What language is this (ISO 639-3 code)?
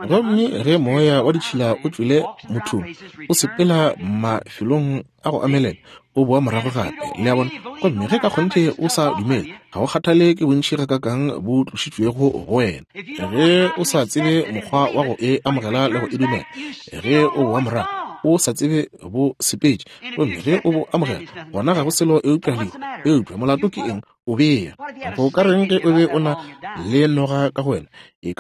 nso